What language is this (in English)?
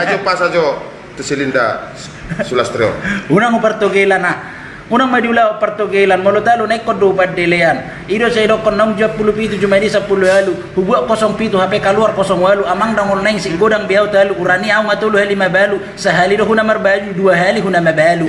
Batak Toba